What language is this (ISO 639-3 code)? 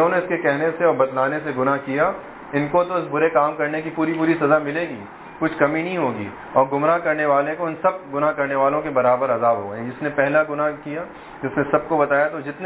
urd